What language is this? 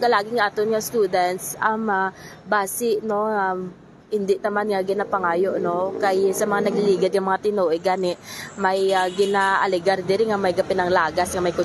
Hiligaynon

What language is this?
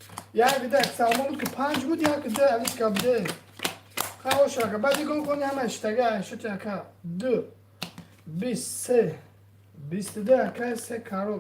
Tajik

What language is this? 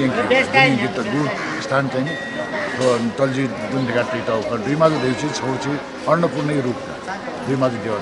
Newari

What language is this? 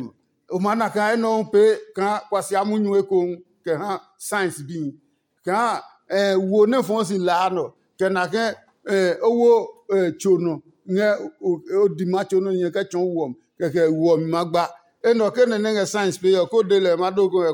Adangme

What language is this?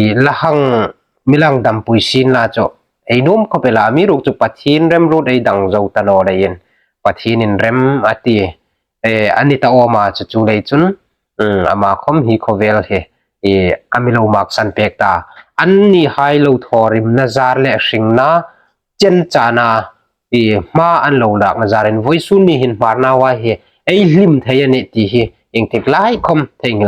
Hmar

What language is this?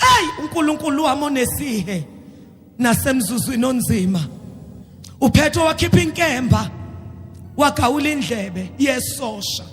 Zulu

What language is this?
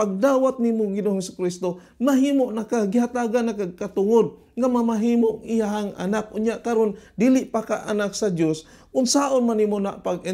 Cebuano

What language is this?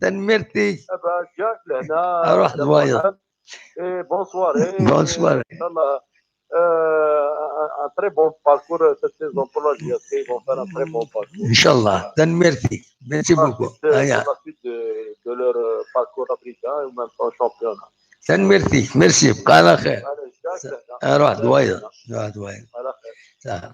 Kabyle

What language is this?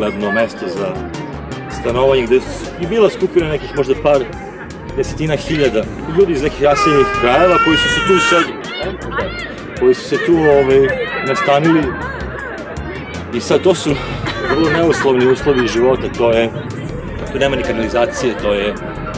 Serbian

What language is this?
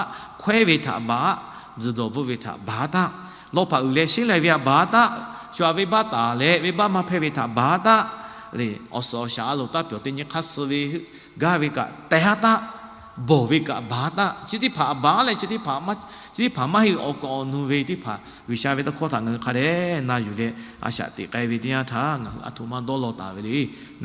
Lahu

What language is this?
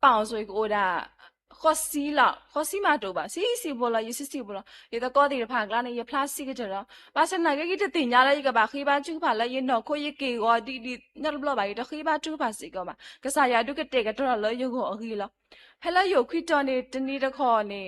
S'gaw Karen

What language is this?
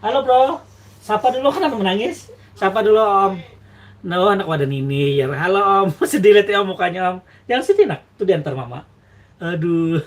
Banjar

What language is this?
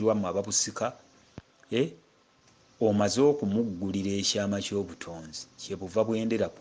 Ganda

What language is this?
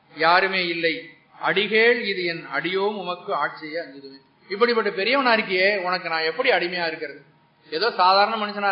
Tamil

